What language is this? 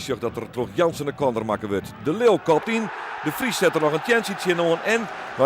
Western Frisian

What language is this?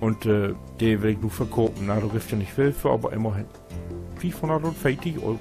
Low German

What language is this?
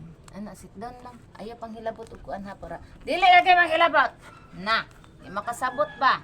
Cebuano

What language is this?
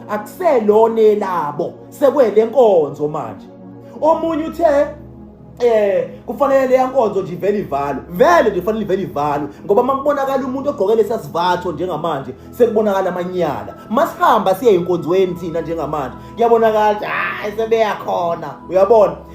Zulu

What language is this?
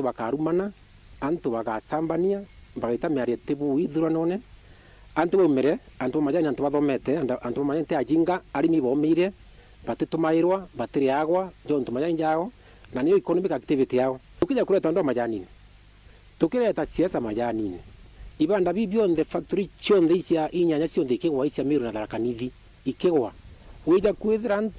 Meru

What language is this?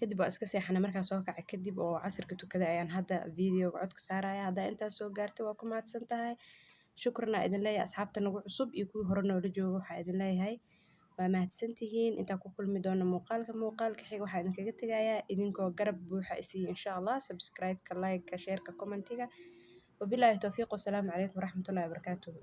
Somali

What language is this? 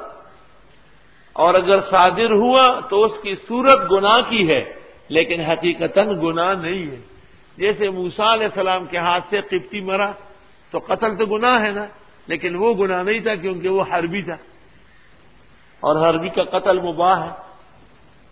Urdu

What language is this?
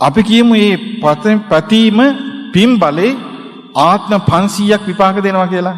Sinhala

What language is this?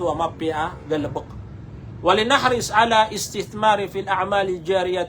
Maranao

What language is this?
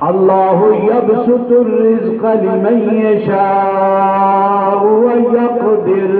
Saraiki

